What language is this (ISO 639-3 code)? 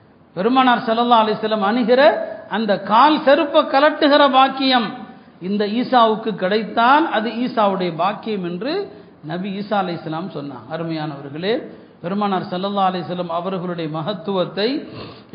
tam